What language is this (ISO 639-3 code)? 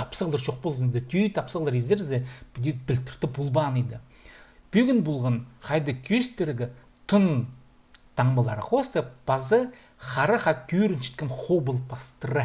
kjh